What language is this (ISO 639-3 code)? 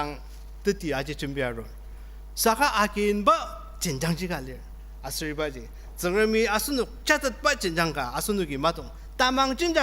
njo